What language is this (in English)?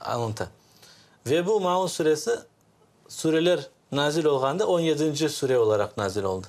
Crimean Tatar